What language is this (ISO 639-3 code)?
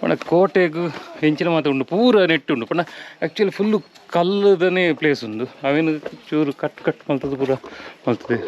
tcy